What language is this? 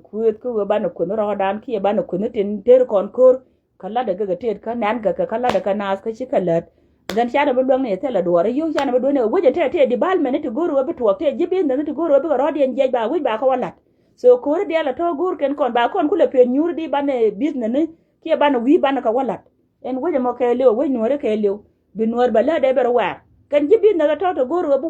Nuer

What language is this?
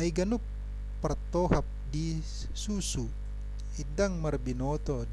Batak Toba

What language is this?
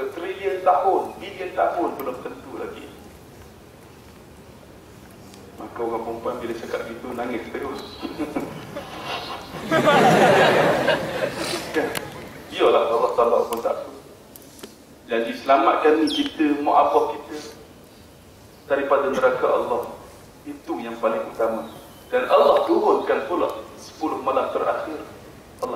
Malay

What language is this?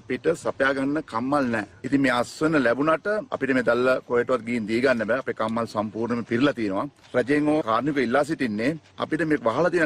Sinhala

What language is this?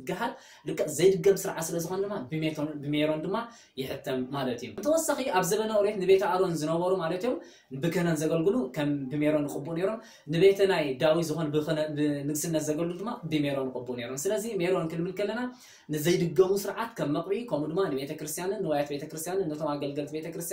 Tigrinya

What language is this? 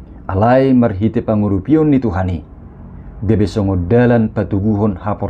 Batak Toba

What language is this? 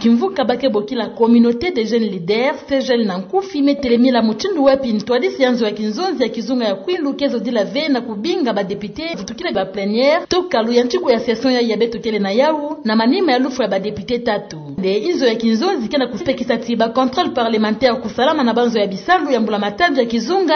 Kituba (Democratic Republic of Congo)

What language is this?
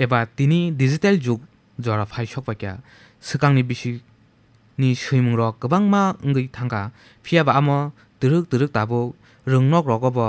Kok Borok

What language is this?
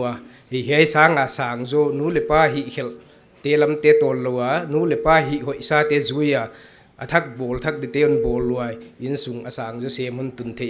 Paite Chin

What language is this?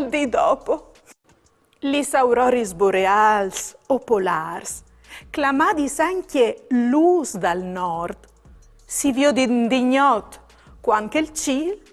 Friulian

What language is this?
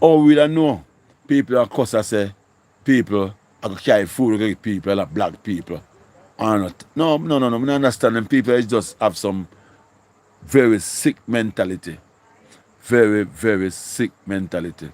Jamaican Creole English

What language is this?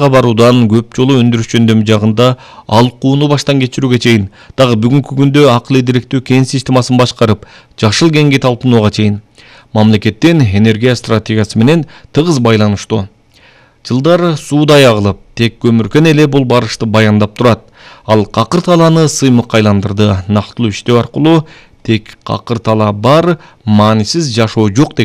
Kyrgyz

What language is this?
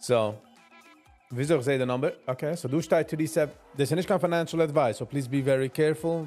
Yiddish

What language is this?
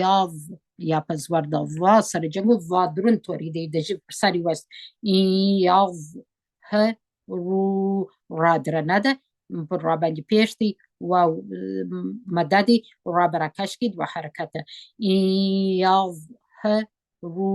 Pashto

